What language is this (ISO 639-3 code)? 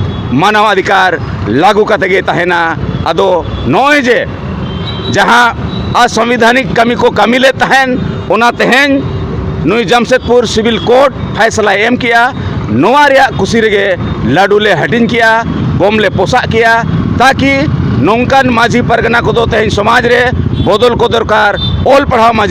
sat